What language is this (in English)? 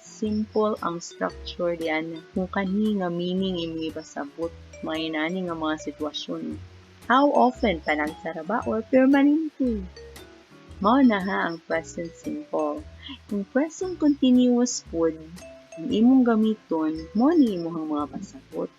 Cebuano